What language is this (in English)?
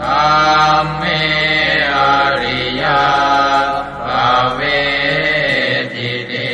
Pali